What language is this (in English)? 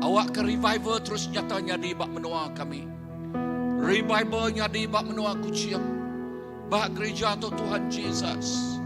Iban